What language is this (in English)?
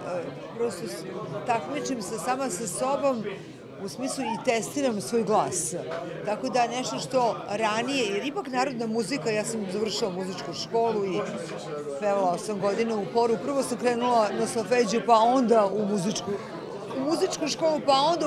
Serbian